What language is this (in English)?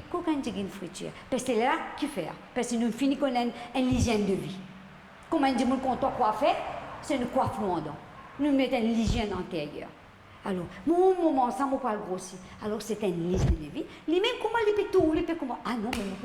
Morisyen